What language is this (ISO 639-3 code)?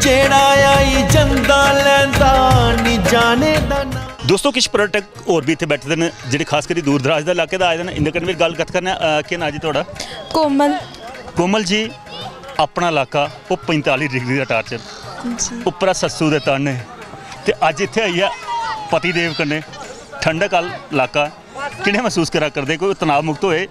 doi